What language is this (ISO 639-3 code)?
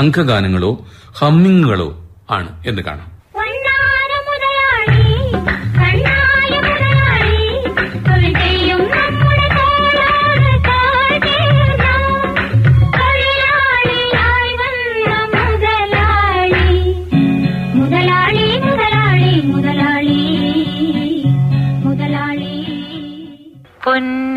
mal